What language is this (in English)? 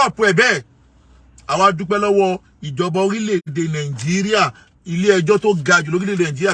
Yoruba